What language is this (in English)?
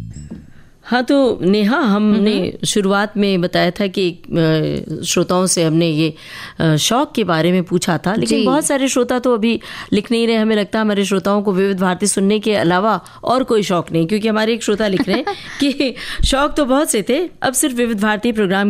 Hindi